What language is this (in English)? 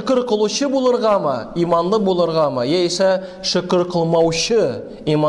Tatar